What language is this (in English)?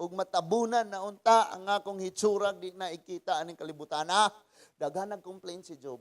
Cebuano